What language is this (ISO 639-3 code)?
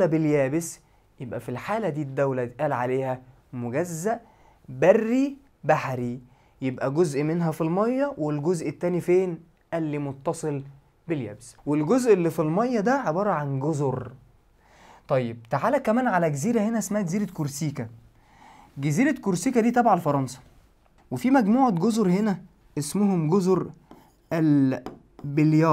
arz